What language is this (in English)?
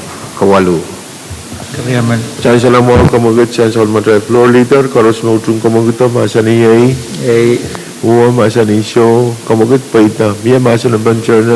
Pohnpeian